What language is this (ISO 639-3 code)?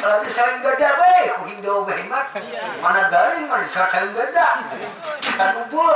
bjn